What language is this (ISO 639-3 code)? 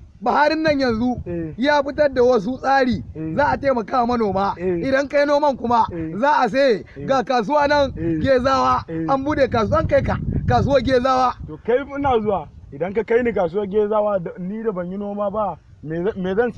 hau